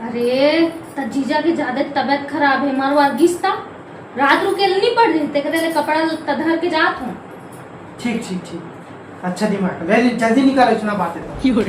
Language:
Chhattisgarhi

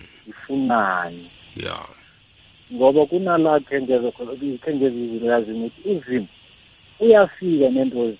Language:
South Ndebele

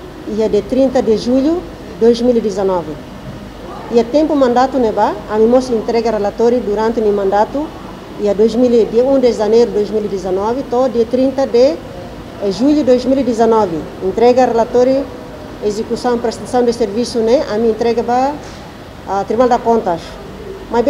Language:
Tetum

